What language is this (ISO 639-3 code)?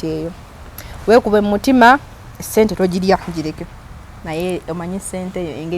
lug